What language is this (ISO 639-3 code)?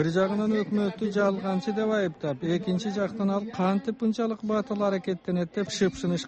kir